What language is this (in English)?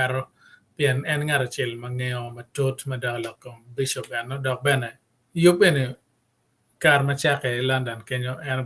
Acoli